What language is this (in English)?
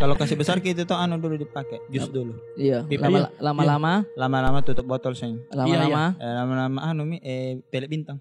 Makassar Malay